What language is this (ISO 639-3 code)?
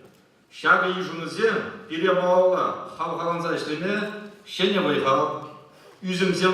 chv